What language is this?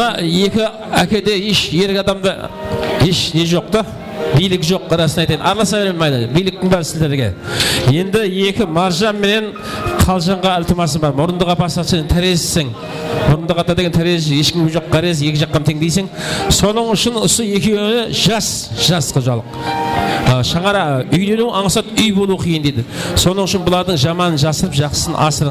Kara-Kalpak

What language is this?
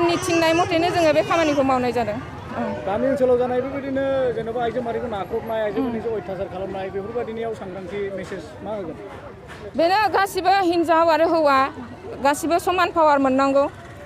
Bodo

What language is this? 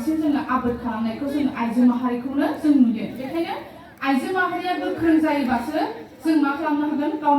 Bodo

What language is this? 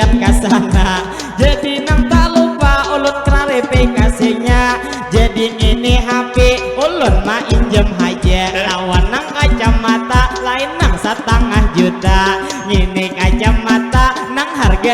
Banjar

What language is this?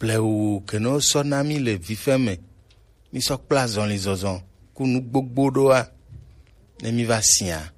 Gen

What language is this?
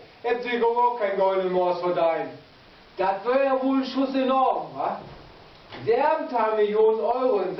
Low German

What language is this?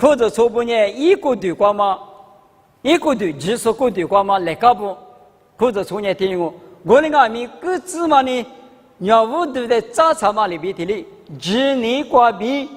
Lisu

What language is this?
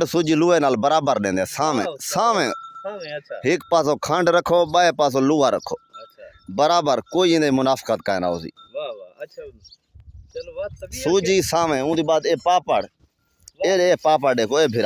Saraiki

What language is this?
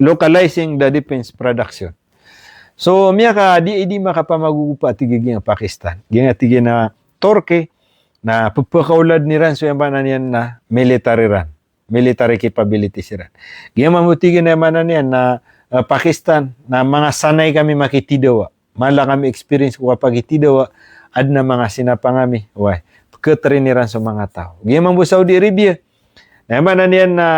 Maranao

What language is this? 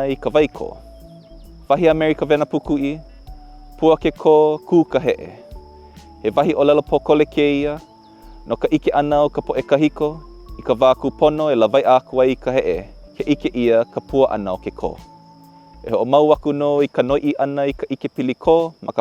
Hawaiian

